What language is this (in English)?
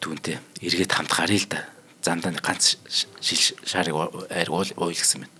Mongolian